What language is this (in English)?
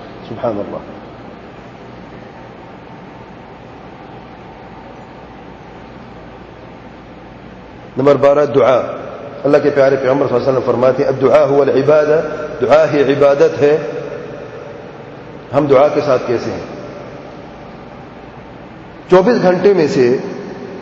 Urdu